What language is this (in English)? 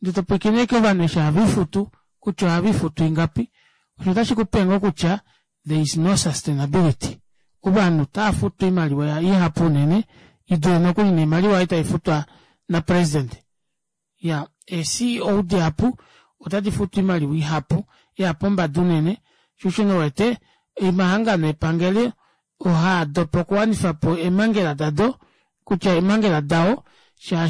Kuanyama